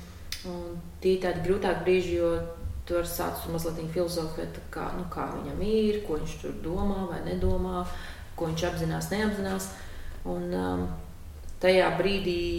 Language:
Latvian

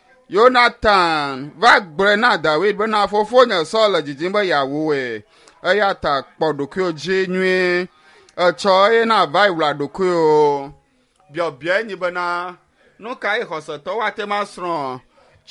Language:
Ewe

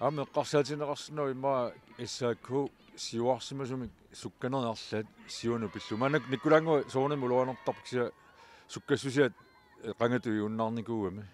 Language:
Kalaallisut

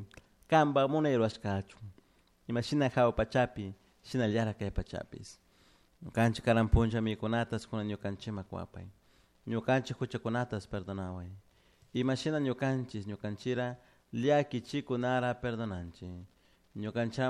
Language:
Chimborazo Highland Quichua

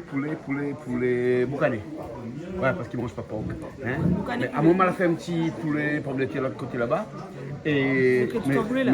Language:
Réunion Creole French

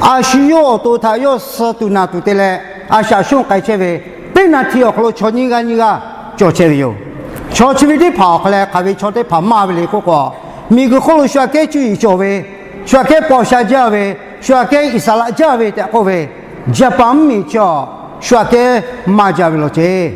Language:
Lahu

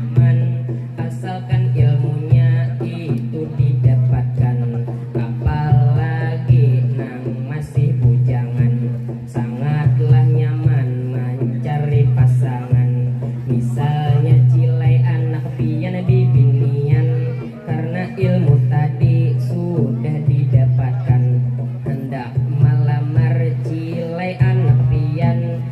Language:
Banjar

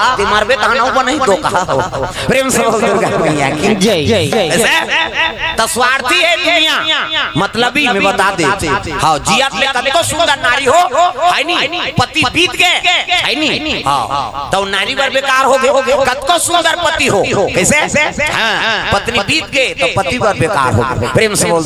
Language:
Chhattisgarhi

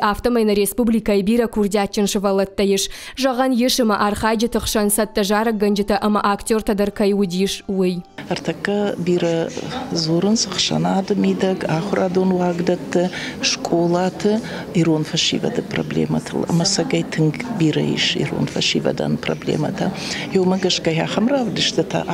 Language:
Ossetic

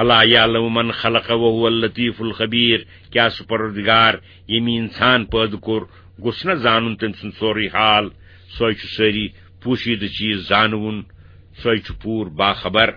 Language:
Kashmiri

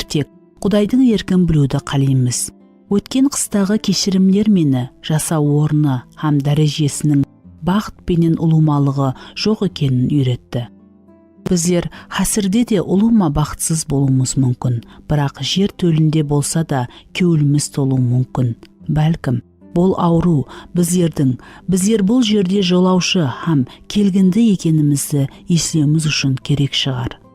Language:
Kara-Kalpak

